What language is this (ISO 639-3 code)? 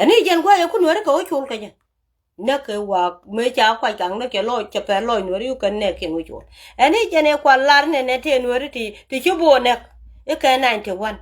nus